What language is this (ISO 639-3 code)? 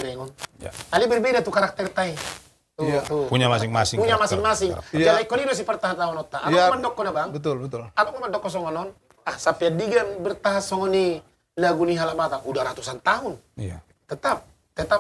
bbc